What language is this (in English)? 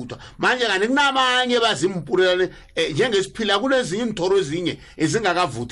South Ndebele